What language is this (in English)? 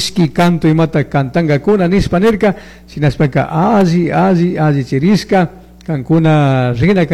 Chimborazo Highland Quichua